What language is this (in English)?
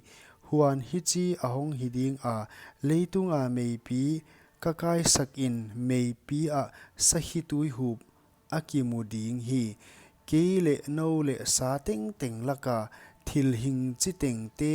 Paite Chin